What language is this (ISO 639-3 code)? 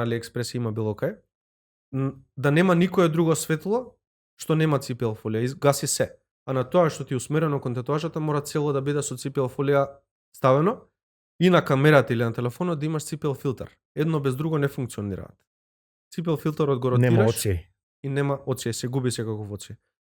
mkd